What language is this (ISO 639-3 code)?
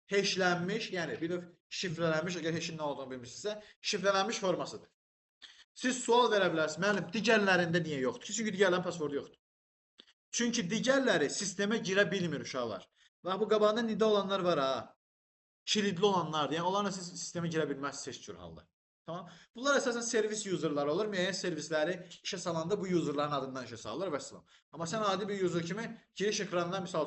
aze